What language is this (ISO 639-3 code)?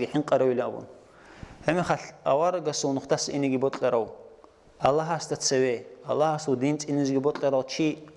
ava